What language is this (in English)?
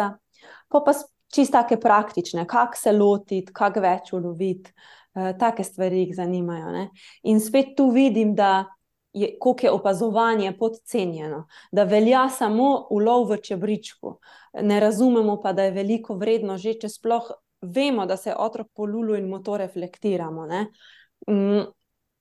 Slovenian